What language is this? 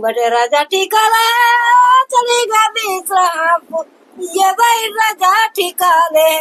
Chhattisgarhi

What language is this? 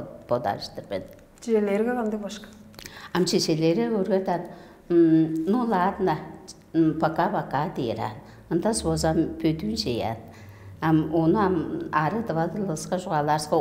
Tuvinian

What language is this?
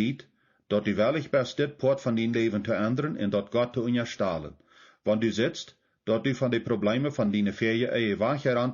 Plautdietsch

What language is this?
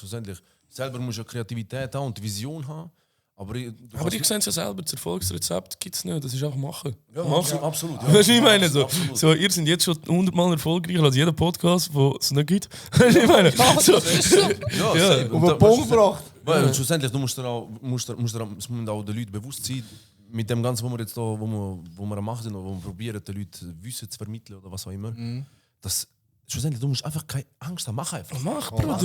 Swiss German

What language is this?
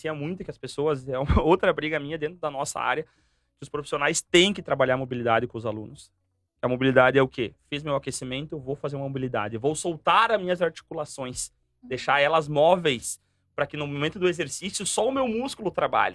Portuguese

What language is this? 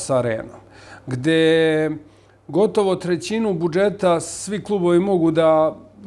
Serbian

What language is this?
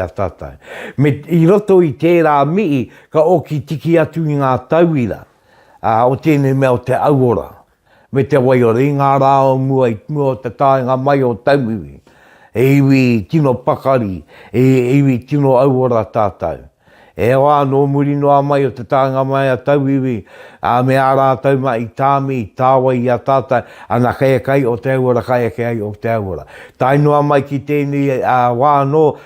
Māori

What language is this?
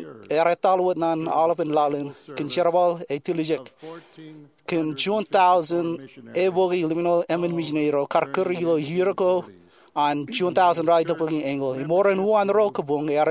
Marshallese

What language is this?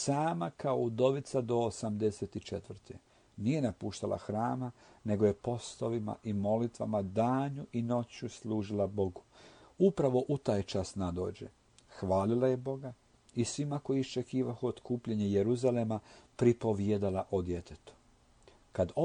Croatian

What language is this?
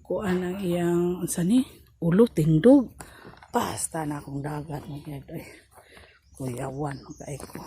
Cebuano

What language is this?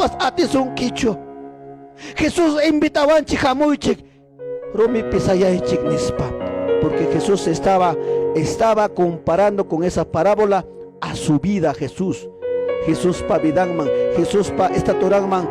Ayacucho Quechua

